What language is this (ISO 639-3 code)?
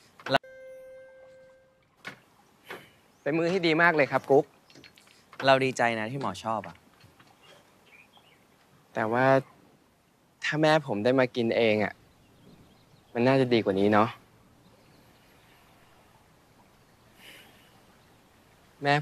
tha